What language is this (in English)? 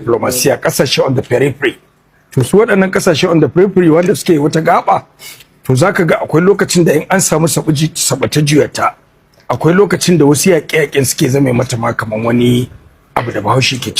Hausa